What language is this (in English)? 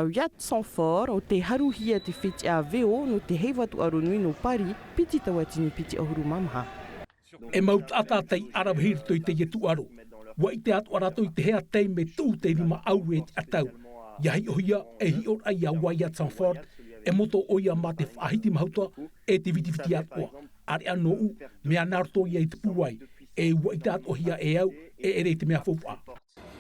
Tahitian